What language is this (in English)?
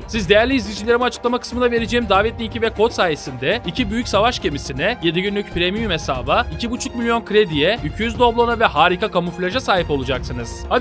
Turkish